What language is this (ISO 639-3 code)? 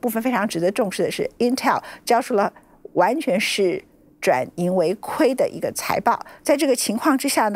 zho